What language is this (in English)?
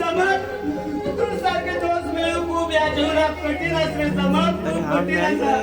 Konkani